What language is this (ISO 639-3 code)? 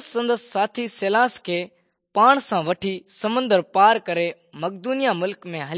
snd